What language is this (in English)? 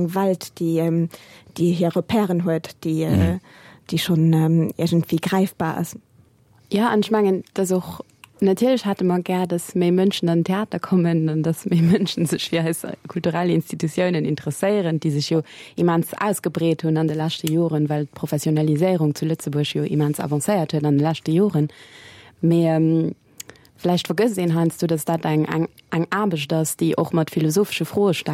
Luxembourgish